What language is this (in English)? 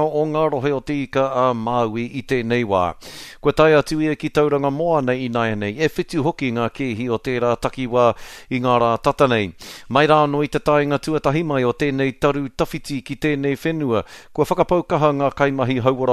Māori